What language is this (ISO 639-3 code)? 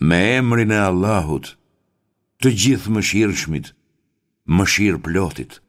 sqi